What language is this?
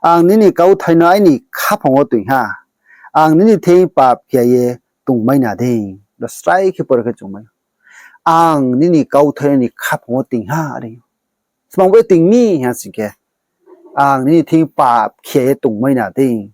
Riang (India)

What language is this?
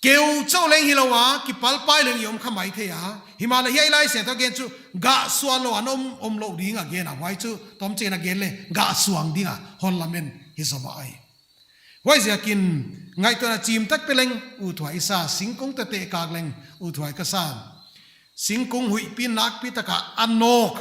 Paite Chin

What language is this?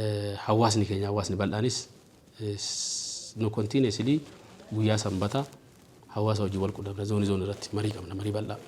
Oromo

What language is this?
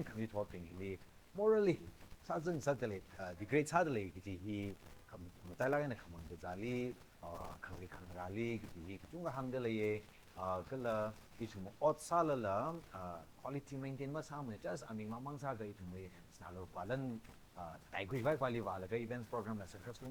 Tangkhul Naga (India)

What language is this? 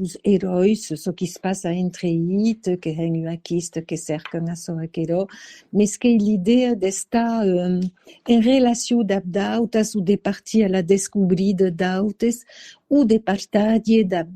Occitan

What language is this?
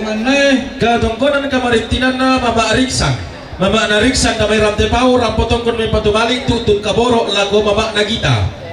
Toraja-Sa'dan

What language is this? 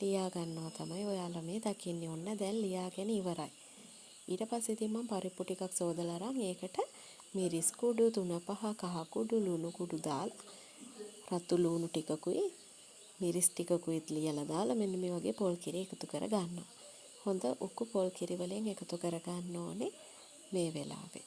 Sinhala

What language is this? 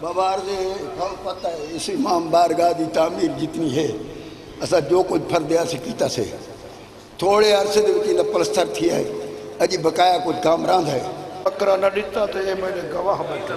Saraiki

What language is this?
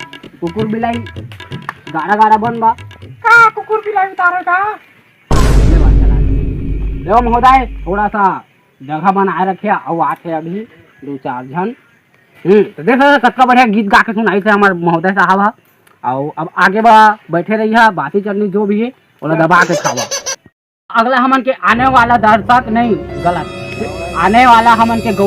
Chhattisgarhi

